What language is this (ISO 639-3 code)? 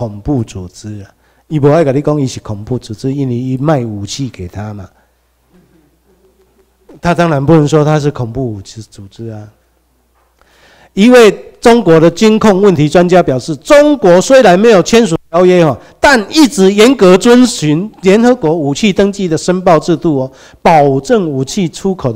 zho